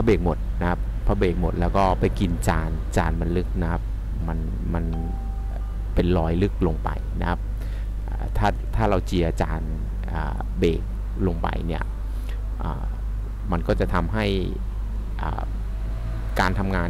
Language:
Thai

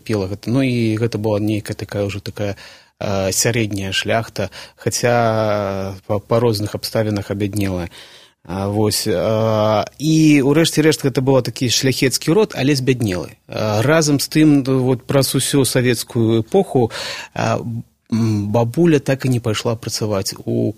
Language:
Belarusian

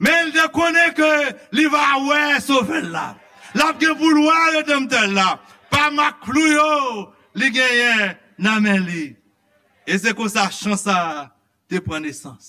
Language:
Haitian Creole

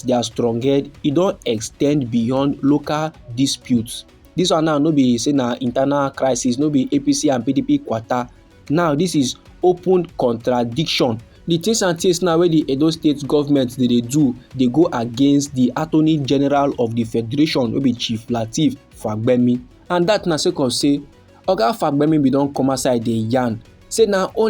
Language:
Nigerian Pidgin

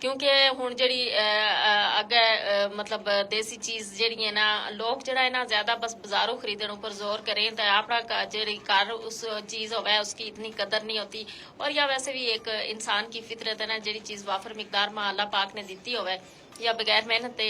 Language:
Gujari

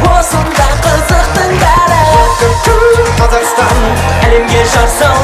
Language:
Kazakh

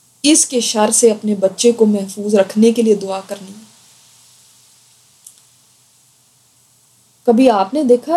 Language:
Urdu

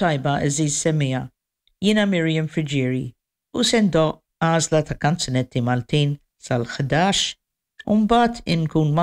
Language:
Maltese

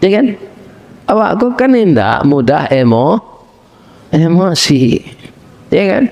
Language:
Minangkabau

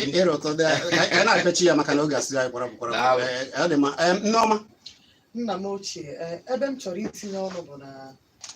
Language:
Igbo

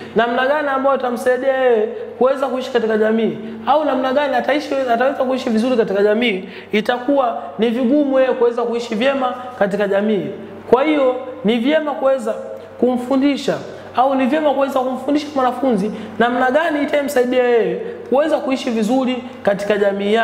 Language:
Swahili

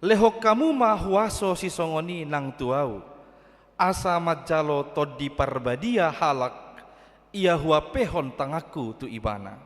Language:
Batak Toba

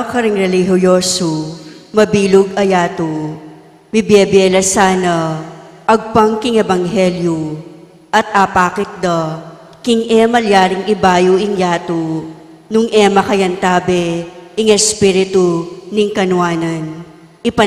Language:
Pampanga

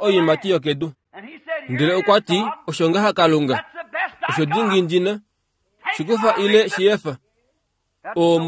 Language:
Kuanyama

